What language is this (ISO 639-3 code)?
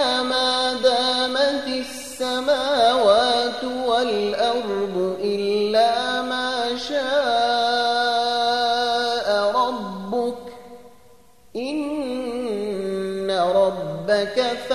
ara